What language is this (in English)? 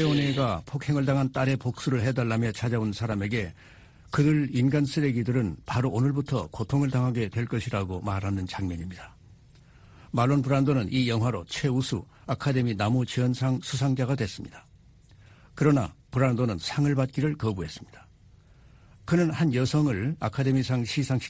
Korean